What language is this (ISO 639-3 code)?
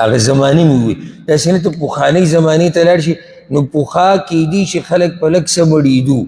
pus